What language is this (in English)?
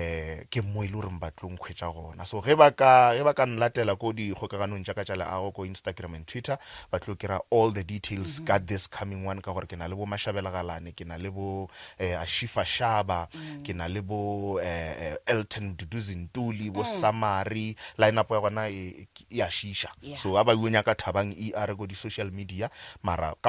Northern Sotho